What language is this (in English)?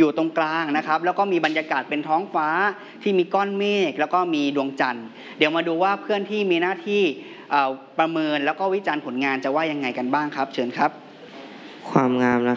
Thai